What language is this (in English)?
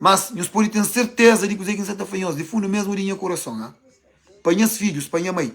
Kabuverdianu